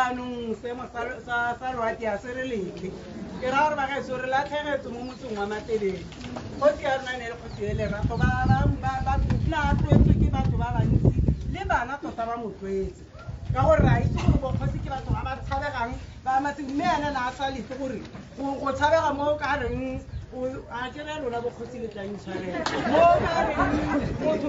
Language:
Tswana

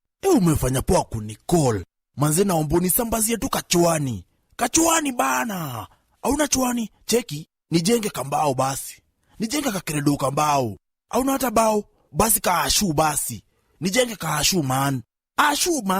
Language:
Meru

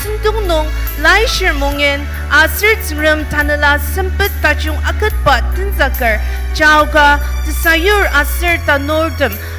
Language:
Ao Naga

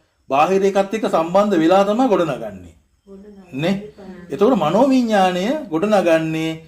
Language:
Sinhala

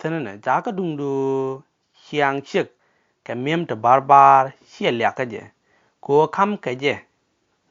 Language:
Nuer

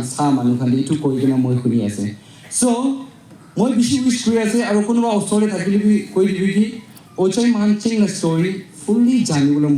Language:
Naga Pidgin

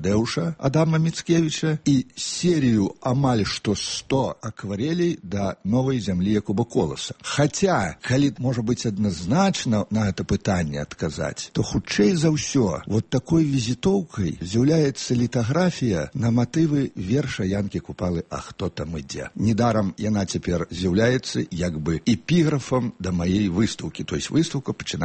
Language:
Belarusian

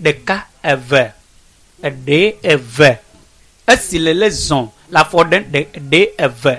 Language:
Ewe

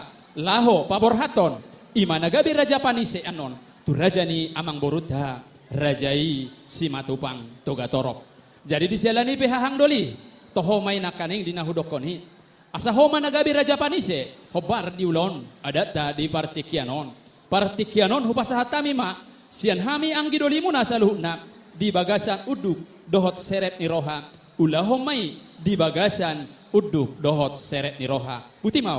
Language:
Batak Toba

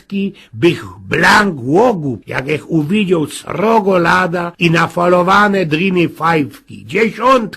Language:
Silesian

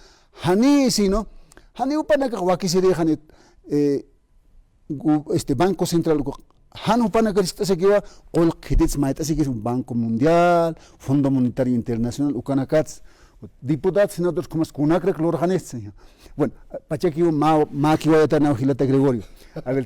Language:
Aymara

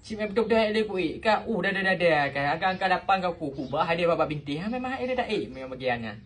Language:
Achinese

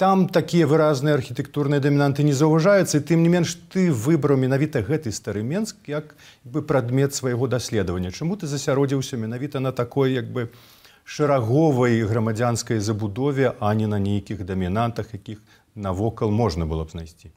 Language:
Belarusian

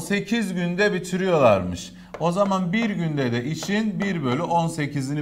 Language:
Turkish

